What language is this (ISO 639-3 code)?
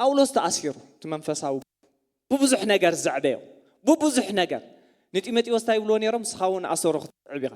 tir